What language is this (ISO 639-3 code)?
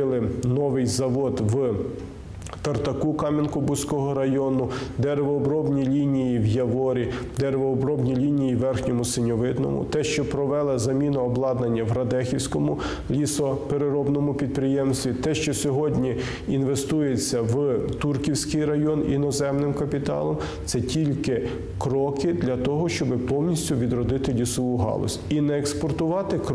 ukr